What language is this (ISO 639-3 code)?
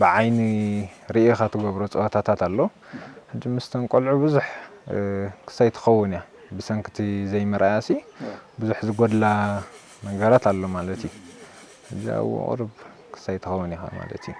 tir